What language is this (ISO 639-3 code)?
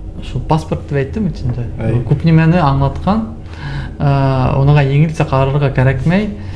bak